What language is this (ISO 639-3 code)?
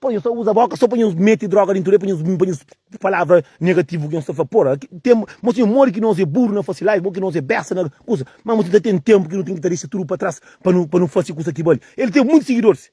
kea